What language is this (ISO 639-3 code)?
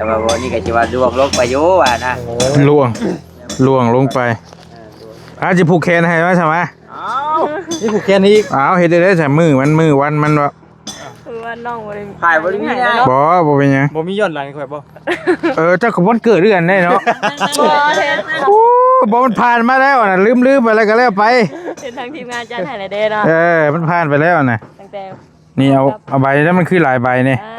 tts